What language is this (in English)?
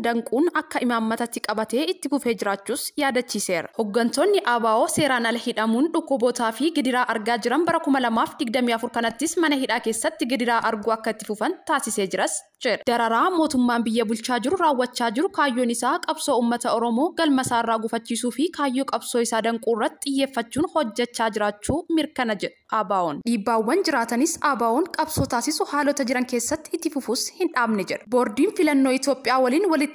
Oromo